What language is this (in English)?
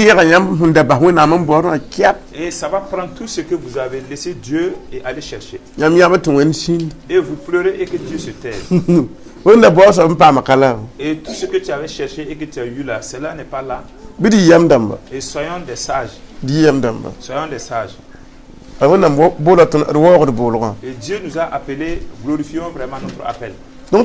Mossi